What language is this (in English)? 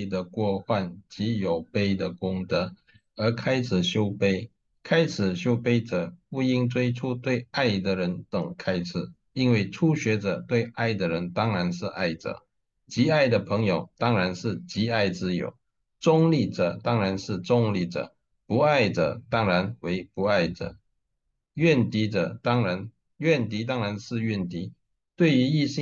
Chinese